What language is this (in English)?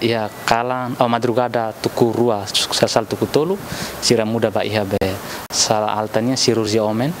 Tetum